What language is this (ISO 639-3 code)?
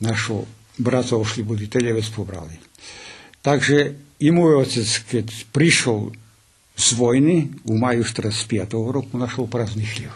rue